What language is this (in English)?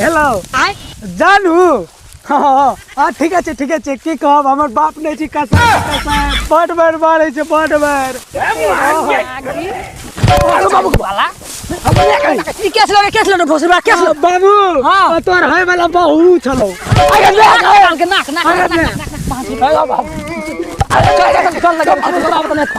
Maithili